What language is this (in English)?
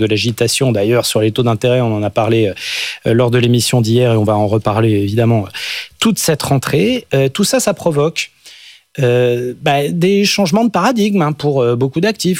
French